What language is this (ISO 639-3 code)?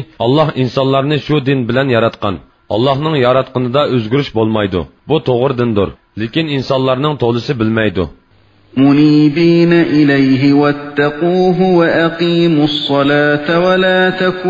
uig